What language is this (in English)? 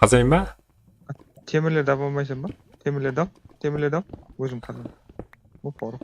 Kara-Kalpak